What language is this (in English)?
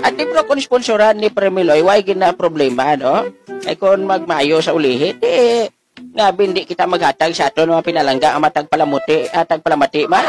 Hiligaynon